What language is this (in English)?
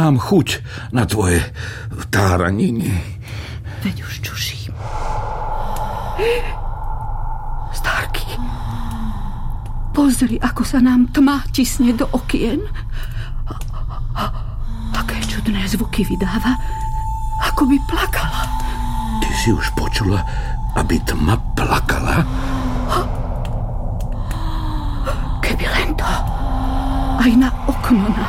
Slovak